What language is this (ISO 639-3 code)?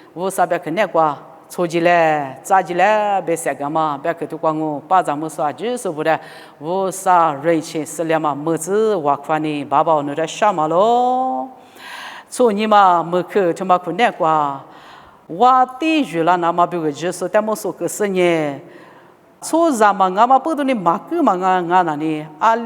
lis